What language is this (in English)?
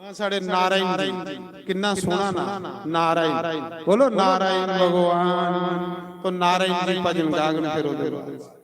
Dogri